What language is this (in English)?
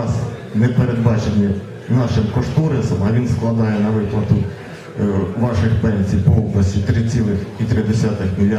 Ukrainian